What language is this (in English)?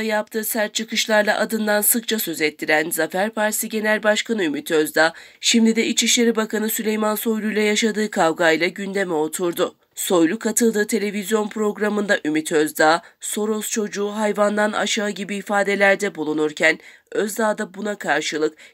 Turkish